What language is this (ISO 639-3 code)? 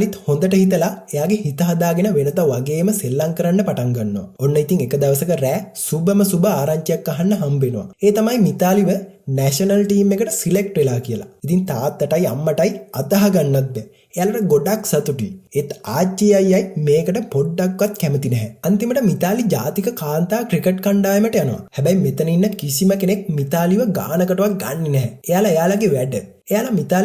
sin